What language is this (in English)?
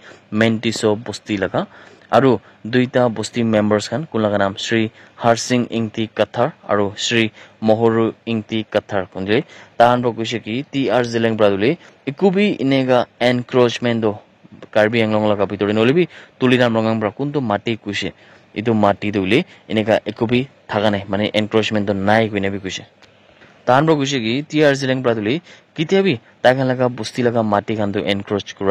Naga Pidgin